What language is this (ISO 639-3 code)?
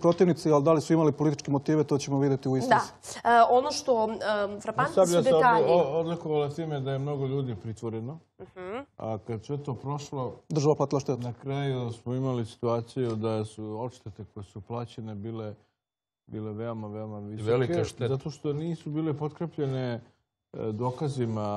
srp